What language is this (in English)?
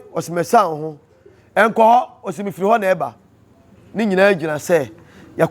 Akan